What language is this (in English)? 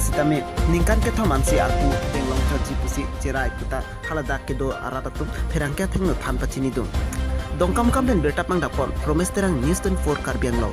Karbi